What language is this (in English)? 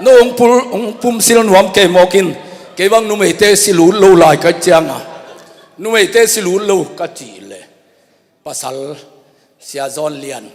Tedim Chin